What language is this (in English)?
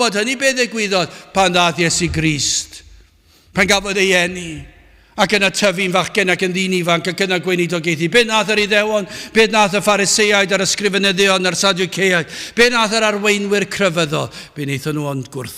Welsh